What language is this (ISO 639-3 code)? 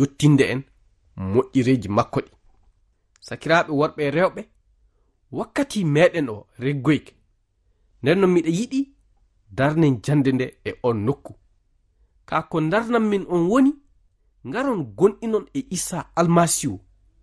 ful